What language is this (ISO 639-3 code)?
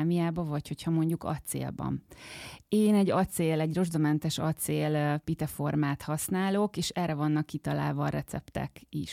hun